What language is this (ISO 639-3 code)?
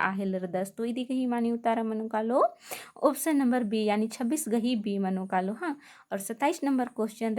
kru